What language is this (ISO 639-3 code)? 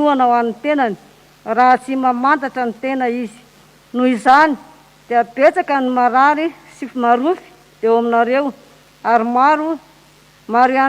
mlg